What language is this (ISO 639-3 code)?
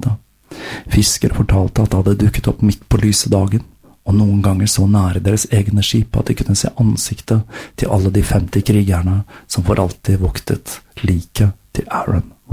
nor